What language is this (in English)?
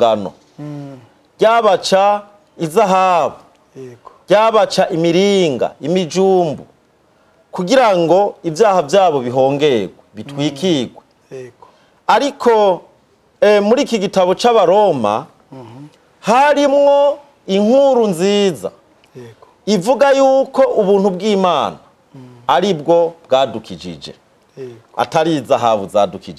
Rundi